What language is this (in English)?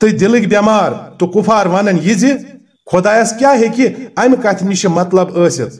Kashmiri